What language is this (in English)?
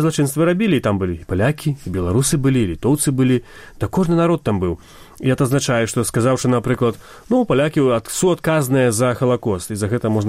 Belarusian